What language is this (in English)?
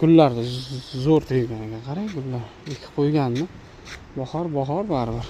Uzbek